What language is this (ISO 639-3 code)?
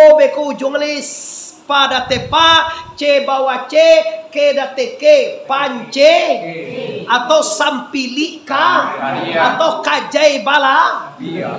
min